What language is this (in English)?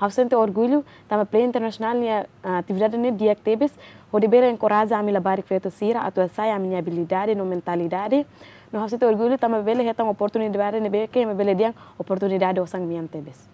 Tetum